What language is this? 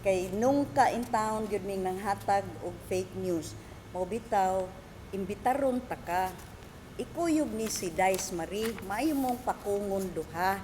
Cebuano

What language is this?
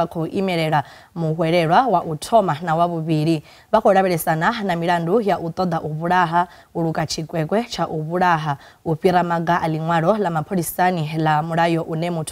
Venda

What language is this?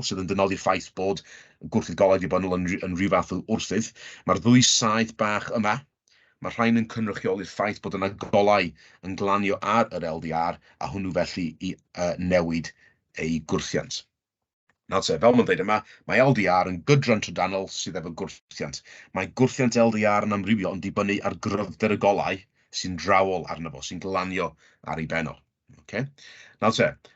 Welsh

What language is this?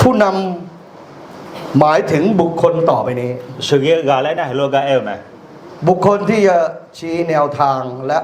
Akha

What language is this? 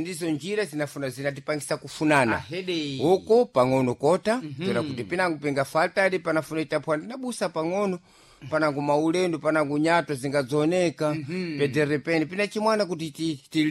Sena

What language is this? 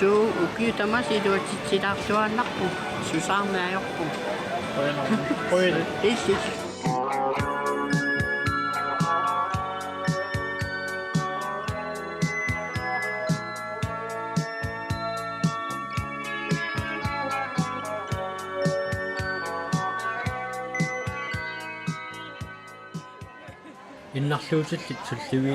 Kalaallisut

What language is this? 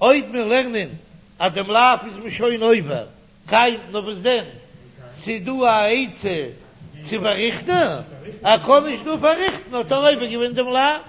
Yiddish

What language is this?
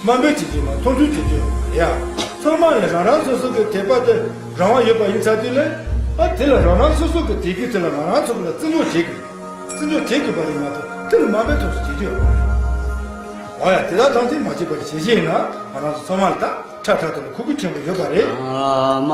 Tibetan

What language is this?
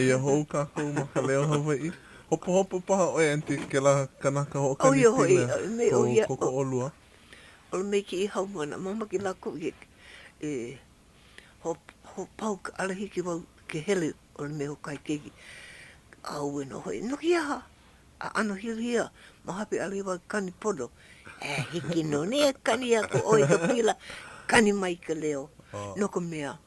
Hawaiian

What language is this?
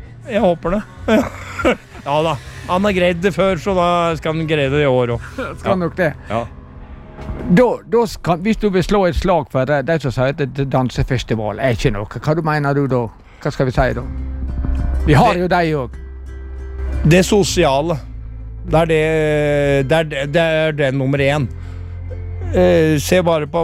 Norwegian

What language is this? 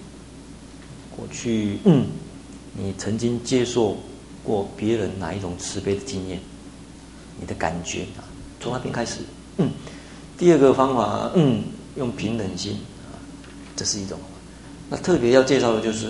Chinese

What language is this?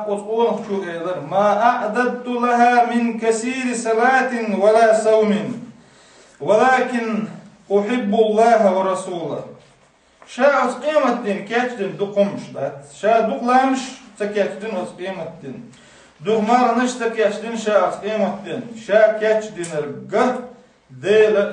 Chechen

